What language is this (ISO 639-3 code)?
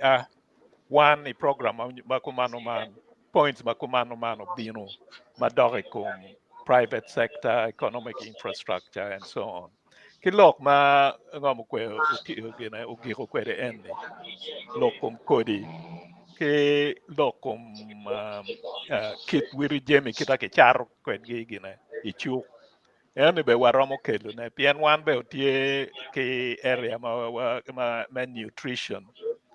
ach